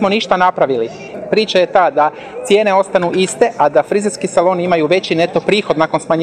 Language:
Croatian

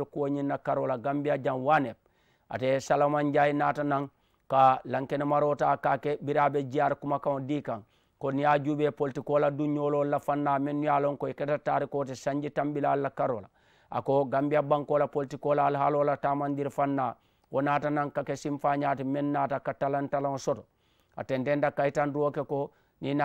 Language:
Mandingo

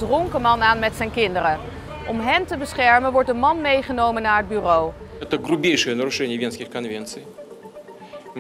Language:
Dutch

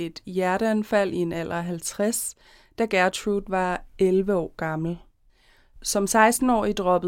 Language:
Danish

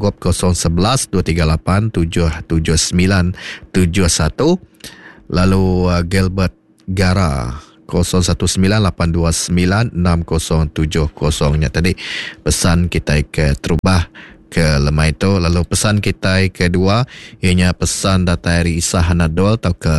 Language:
Iban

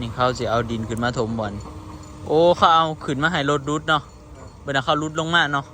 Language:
Northeastern Thai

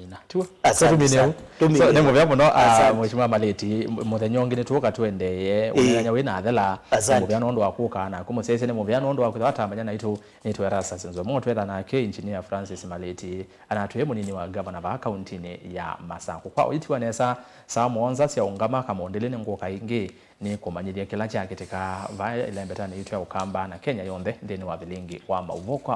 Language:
Kamba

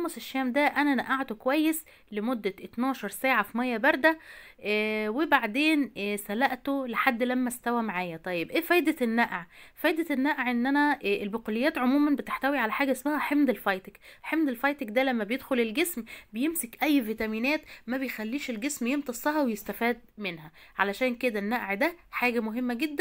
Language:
Egyptian Arabic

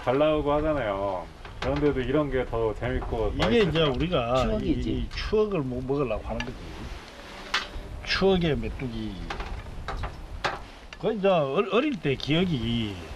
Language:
Korean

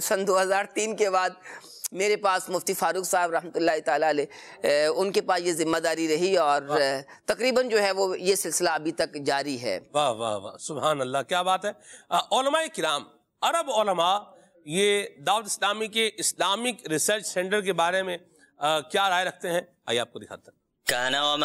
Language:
Urdu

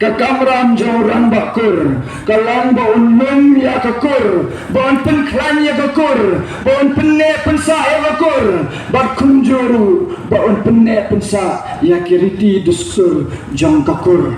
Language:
Khasi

